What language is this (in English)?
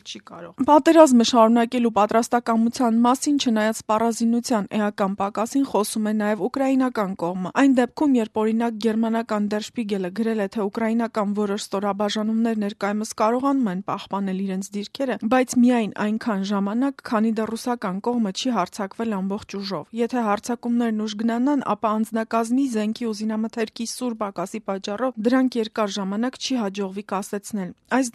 Armenian